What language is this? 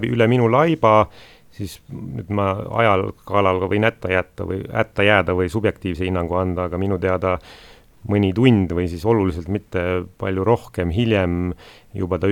Estonian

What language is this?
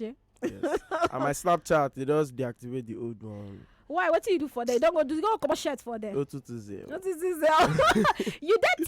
Nigerian Pidgin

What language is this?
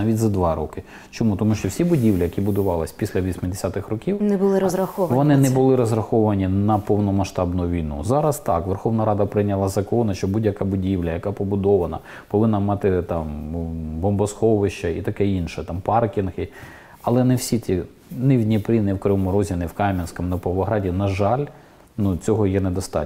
Ukrainian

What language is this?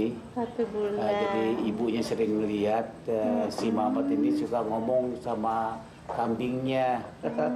Betawi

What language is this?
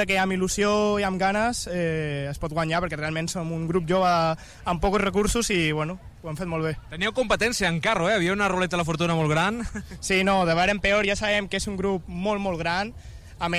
Catalan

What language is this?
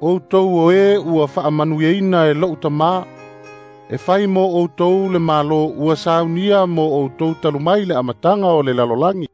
Samoan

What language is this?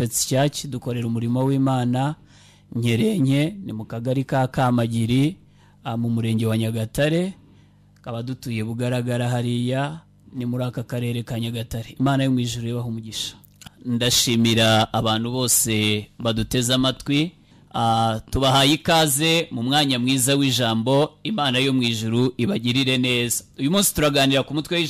Kinyarwanda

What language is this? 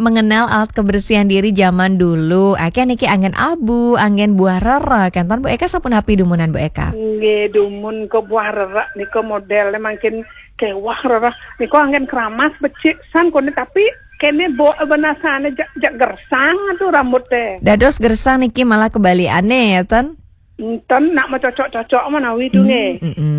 Balinese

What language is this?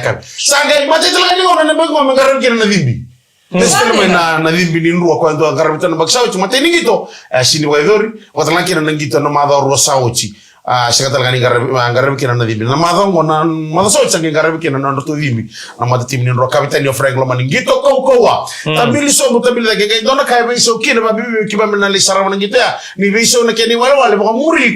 Fijian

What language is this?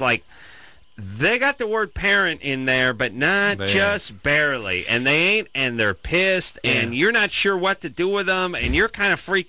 English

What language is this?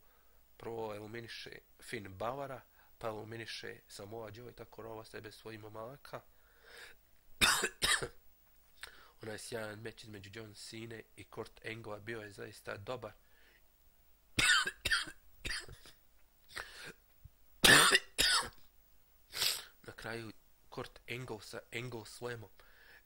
Bosnian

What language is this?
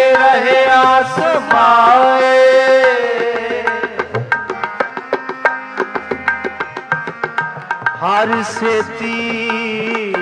Punjabi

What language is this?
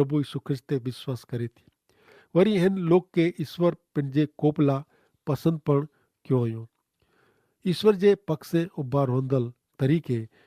Kachhi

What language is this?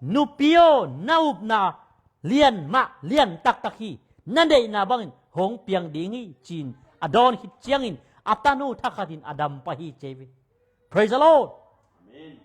Tedim Chin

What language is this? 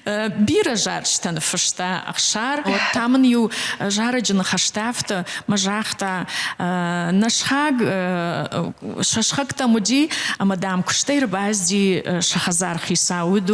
Ossetic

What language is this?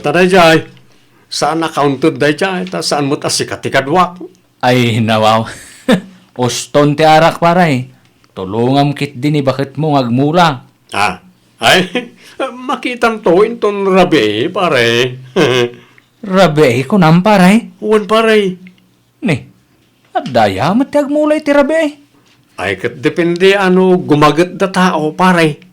Iloko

